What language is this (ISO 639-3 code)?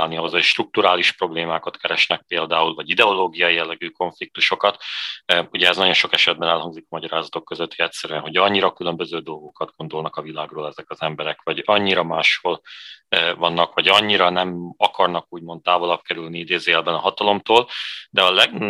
hun